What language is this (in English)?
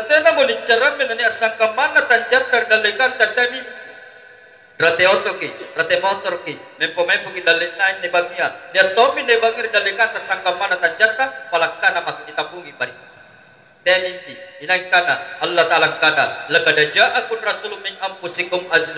Makasar